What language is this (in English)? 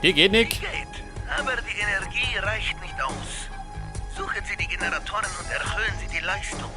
Bavarian